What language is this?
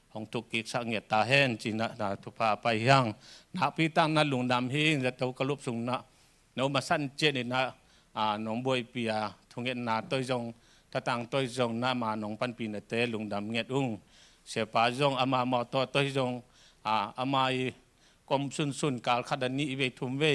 Tedim Chin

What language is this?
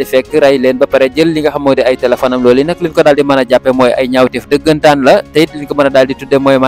Wolof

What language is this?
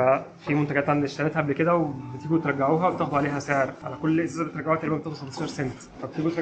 Egyptian Arabic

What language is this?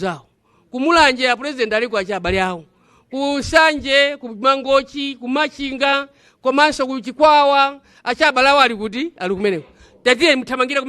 Nyanja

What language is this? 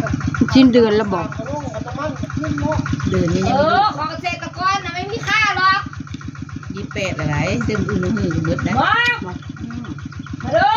Northeastern Thai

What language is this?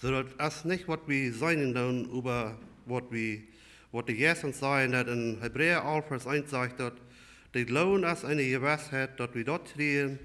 Plautdietsch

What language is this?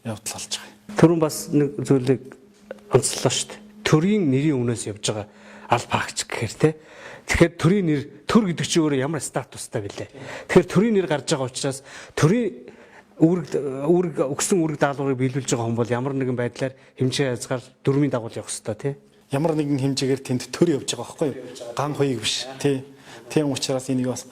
Mongolian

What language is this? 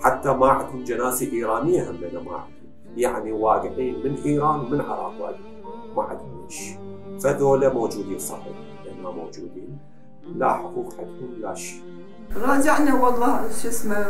Mesopotamian Arabic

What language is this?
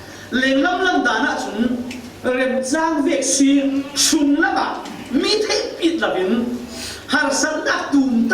Falam Chin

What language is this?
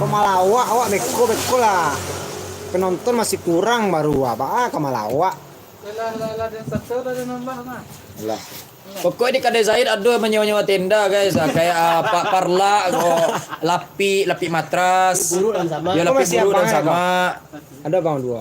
Minangkabau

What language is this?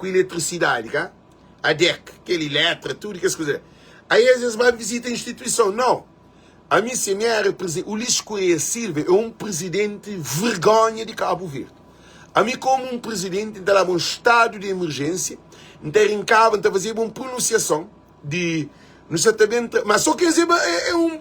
Kabuverdianu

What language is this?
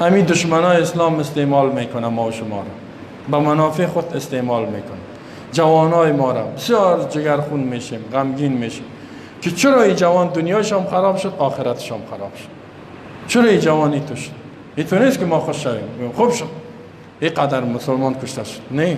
Persian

